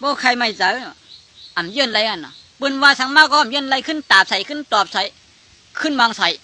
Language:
Shan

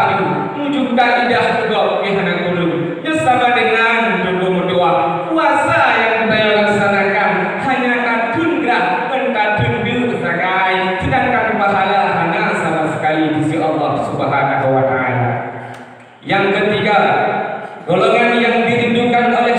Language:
Achinese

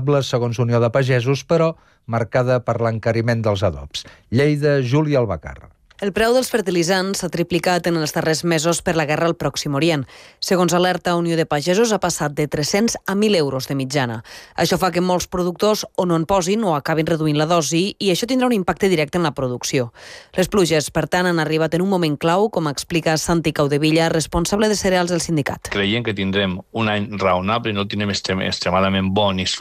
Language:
Catalan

